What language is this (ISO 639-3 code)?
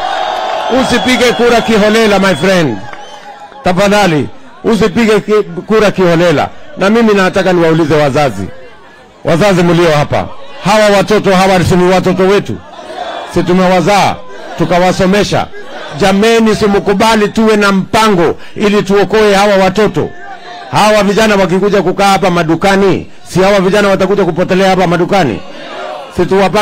swa